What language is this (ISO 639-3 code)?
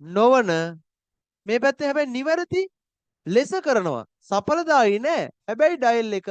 sin